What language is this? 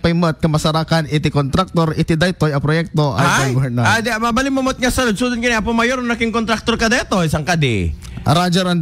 Iloko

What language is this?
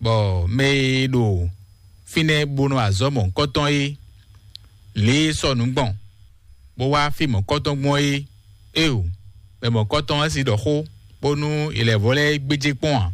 Fon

